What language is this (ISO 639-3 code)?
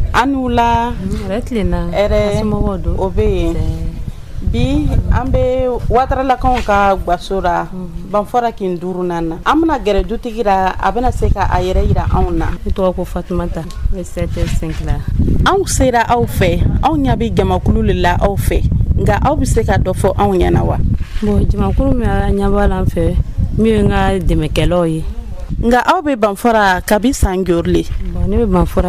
dyu